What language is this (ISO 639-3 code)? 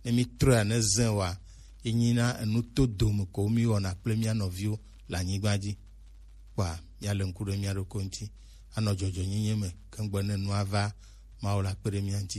gej